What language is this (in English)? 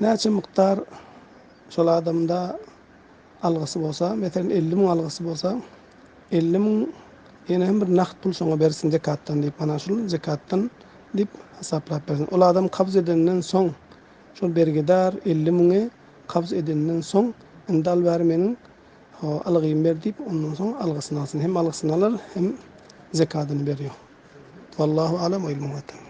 Turkmen